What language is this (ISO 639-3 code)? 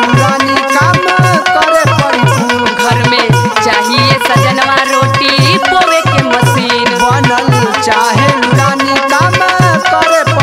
bho